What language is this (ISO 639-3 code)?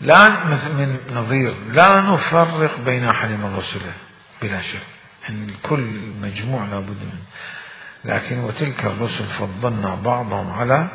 acm